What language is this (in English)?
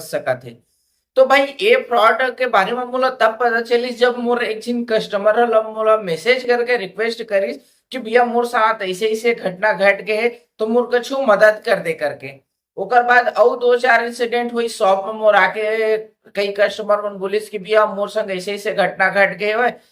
Chhattisgarhi